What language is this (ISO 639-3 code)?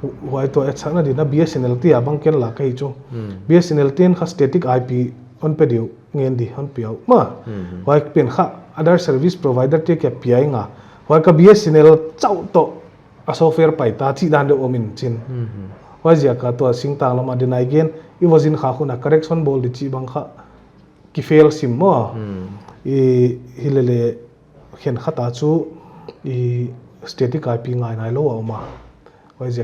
pck